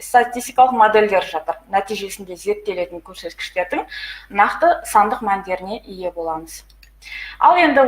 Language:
Kazakh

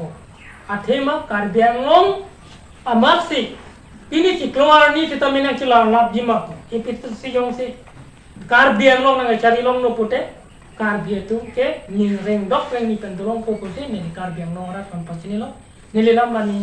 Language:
Karbi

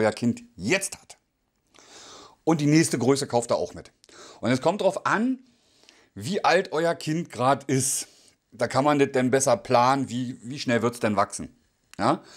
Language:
German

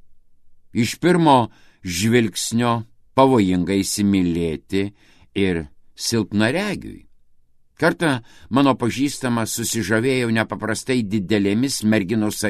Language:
Lithuanian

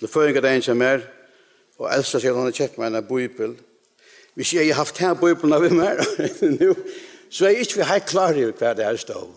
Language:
Faroese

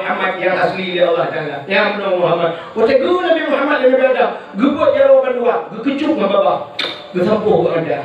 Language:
Achinese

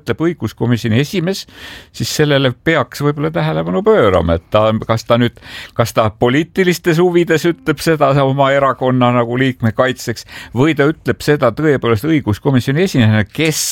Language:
Estonian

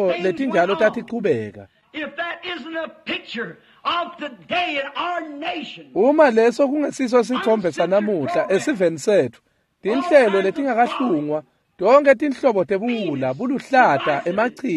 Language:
Swati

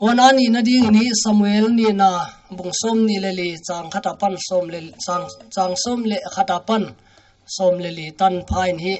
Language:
Paite Chin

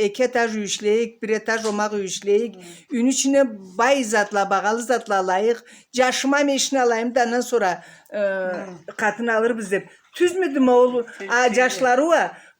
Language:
Karachay-Balkar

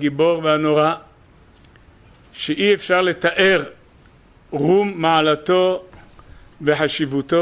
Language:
Hebrew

